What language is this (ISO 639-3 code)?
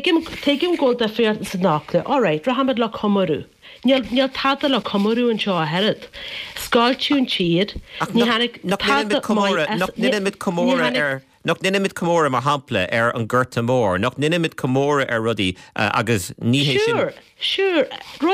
gle